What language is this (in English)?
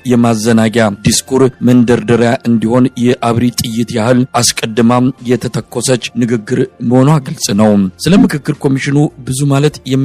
Amharic